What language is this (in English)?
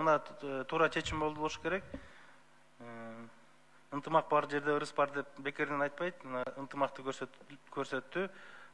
Kyrgyz